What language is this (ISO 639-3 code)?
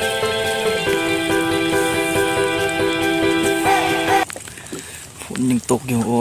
lao